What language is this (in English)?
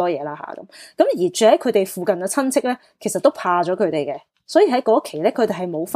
Cantonese